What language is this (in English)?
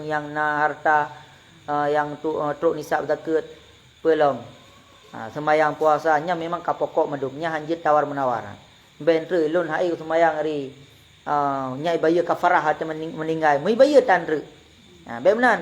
Achinese